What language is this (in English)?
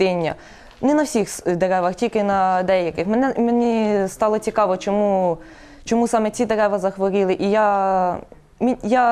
Ukrainian